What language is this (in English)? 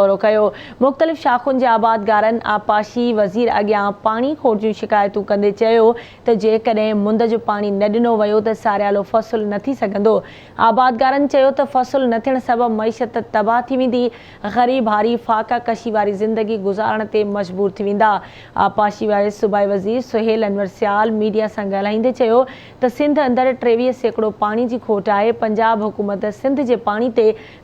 Sindhi